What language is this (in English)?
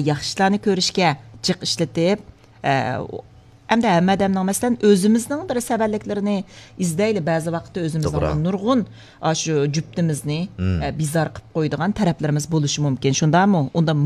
Uyghur